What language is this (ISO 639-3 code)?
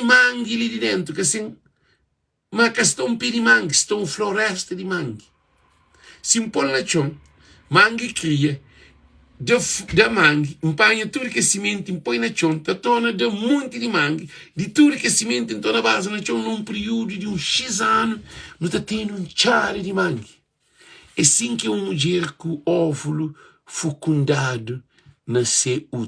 kea